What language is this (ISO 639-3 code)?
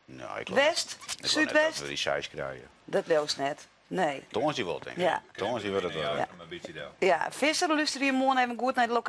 fry